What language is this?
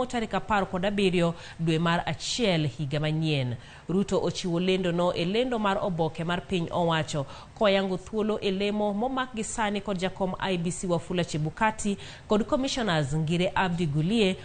Luo (Kenya and Tanzania)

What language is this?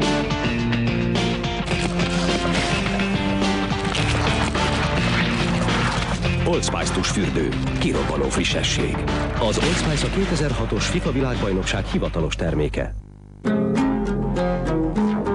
Hungarian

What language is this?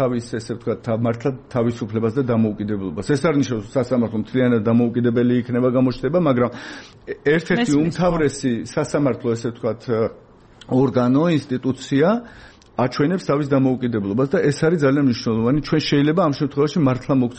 Georgian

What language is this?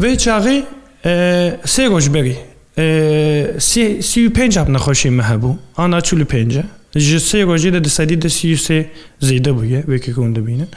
Kurdish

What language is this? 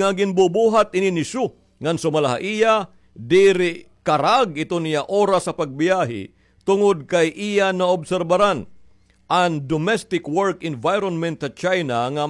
Waray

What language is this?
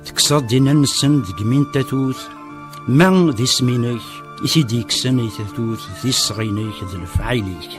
Kabyle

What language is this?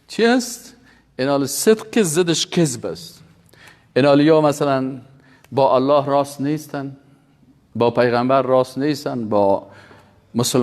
Persian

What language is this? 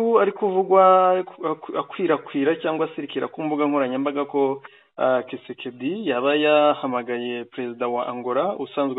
Kinyarwanda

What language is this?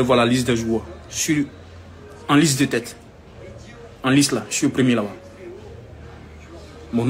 French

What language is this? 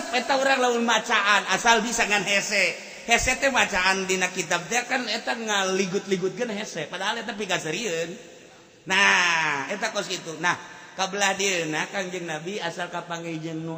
Sundanese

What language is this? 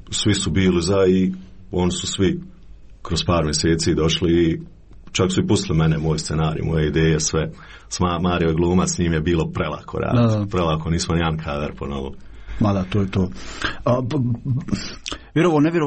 Croatian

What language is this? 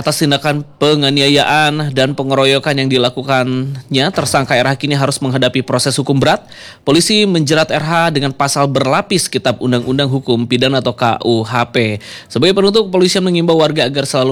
Indonesian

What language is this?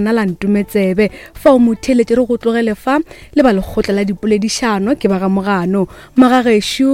Northern Sotho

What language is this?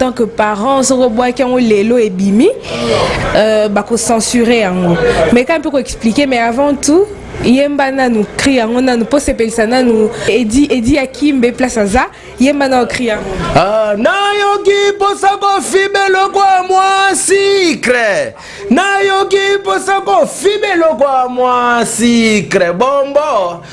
Lingala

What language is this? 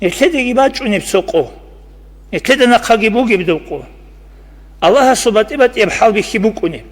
Avaric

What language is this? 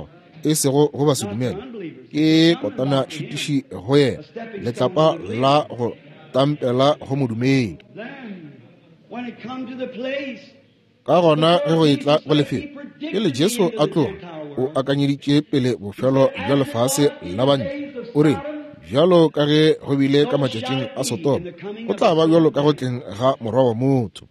Northern Sotho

